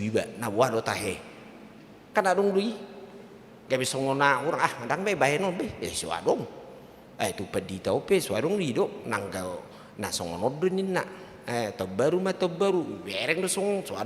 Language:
Batak Toba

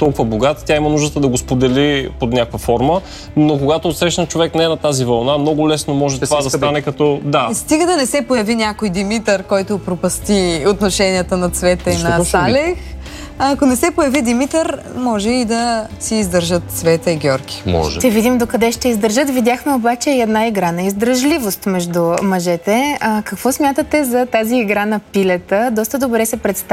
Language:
Bulgarian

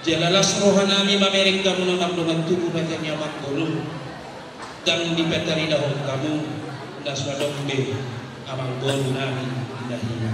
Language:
Batak Toba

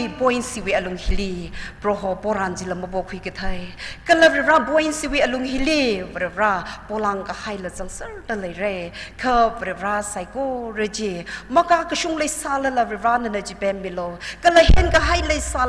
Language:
Tangkhul Naga (India)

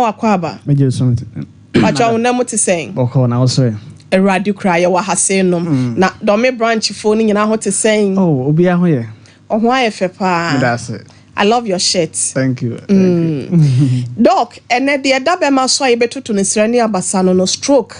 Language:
Akan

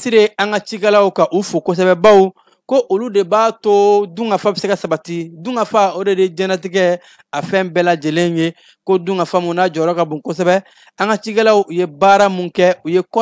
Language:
Bambara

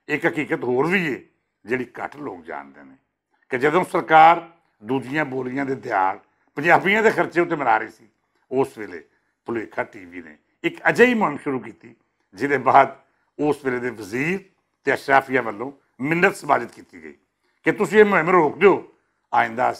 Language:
Western Panjabi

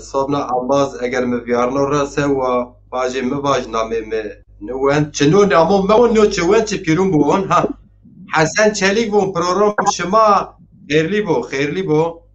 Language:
Zaza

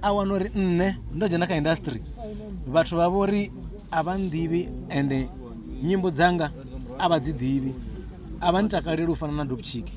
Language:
Venda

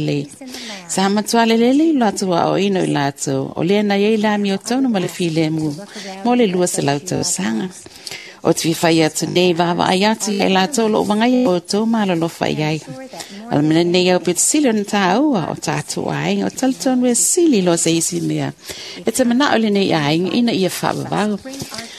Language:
Samoan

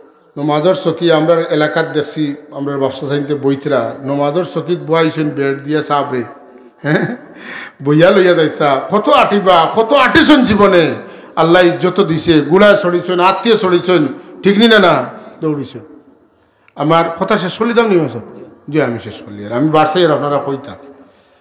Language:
Sylheti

